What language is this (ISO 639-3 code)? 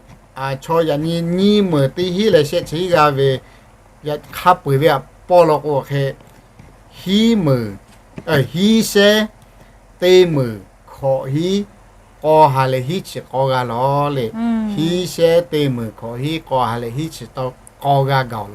lhu